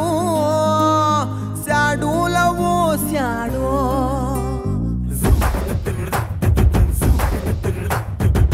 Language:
Kannada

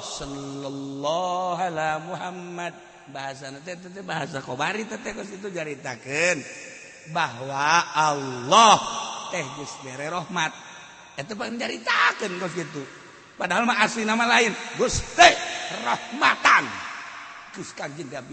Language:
Sundanese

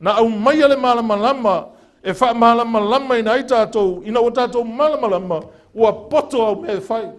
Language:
Samoan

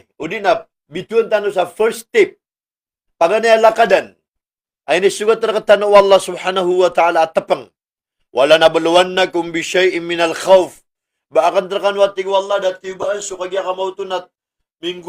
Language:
Maranao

